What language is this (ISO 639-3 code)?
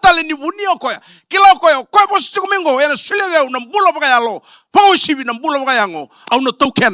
fij